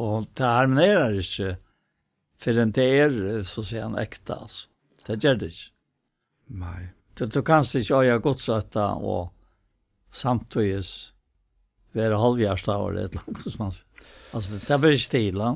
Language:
Faroese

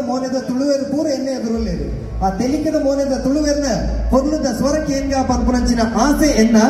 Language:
Tulu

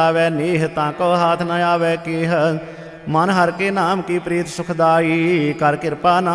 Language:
Punjabi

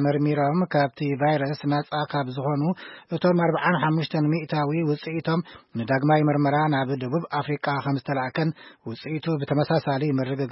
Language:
Tigrinya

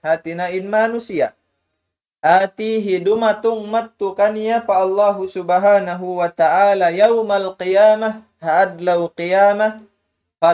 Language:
Tausug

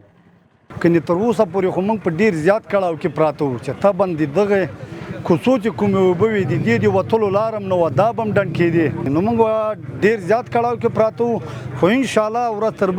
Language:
Pashto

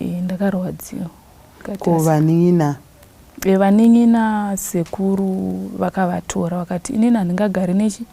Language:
Shona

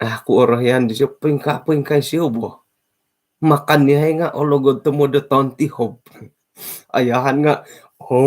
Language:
Central Dusun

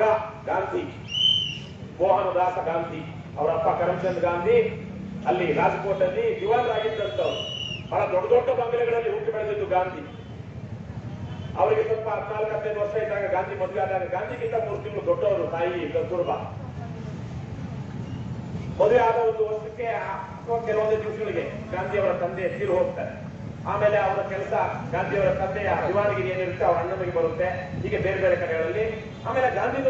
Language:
Kannada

